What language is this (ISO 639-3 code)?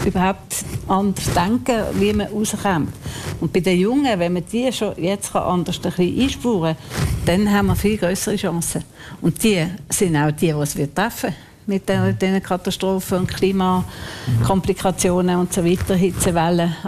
deu